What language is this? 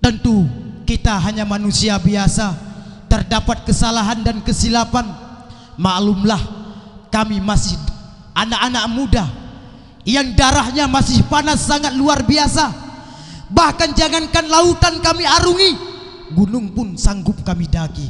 Achinese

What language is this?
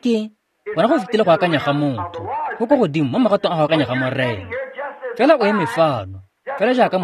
Tswana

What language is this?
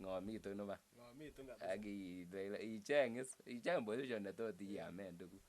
Kalenjin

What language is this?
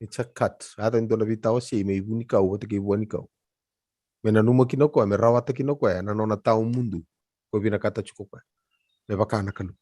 Fijian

